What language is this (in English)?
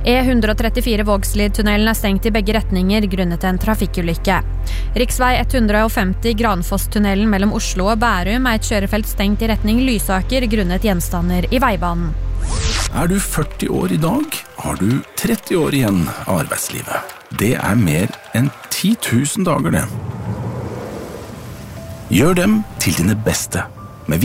Norwegian